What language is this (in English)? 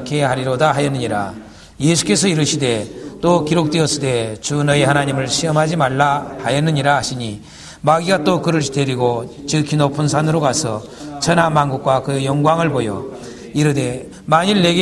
Korean